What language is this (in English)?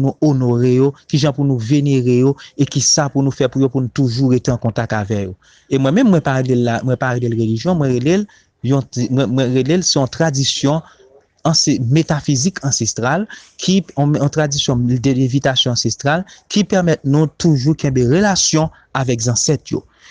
Haitian Creole